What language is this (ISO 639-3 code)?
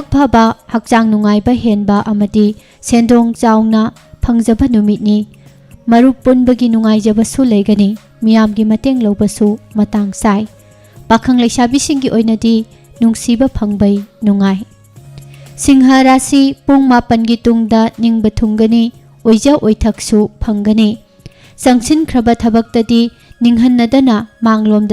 mni